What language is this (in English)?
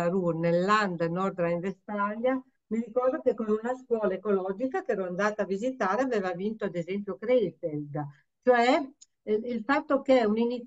Italian